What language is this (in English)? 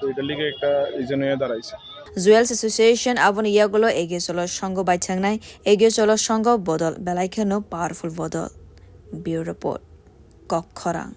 Kok Borok